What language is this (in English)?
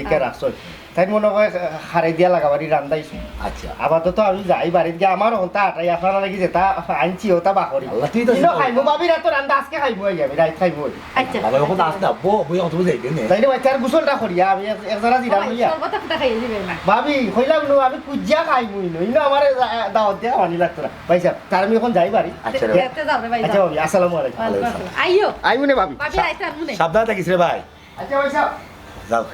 Sylheti